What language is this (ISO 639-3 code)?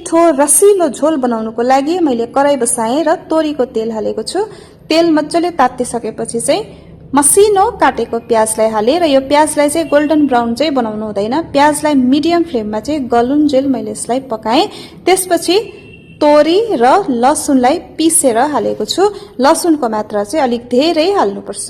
nep